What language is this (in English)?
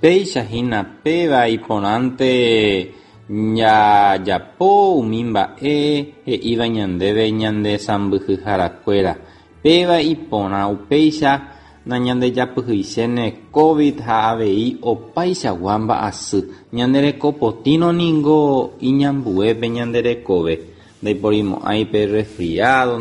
Guarani